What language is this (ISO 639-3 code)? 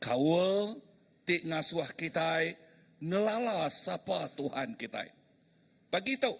iba